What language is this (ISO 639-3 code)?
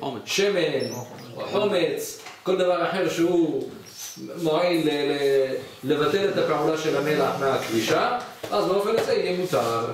heb